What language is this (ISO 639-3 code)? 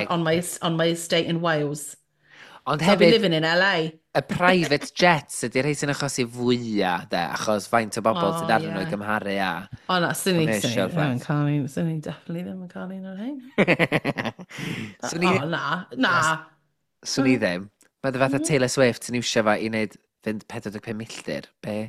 cym